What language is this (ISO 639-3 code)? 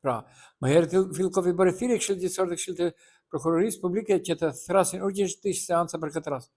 sqi